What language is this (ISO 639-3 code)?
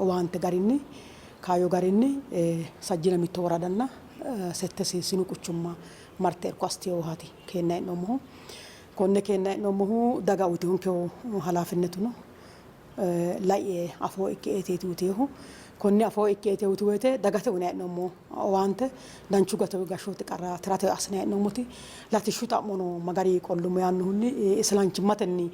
sid